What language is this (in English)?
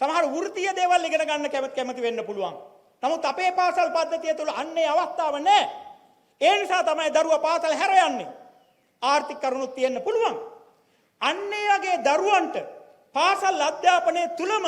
Sinhala